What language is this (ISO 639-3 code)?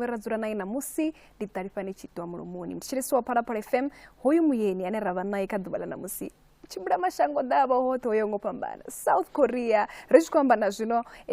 ven